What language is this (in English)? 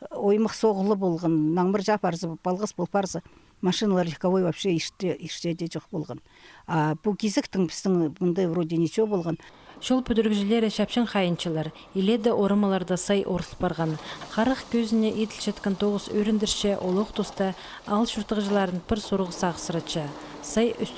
Khakas